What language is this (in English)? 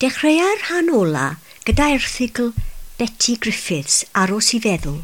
Welsh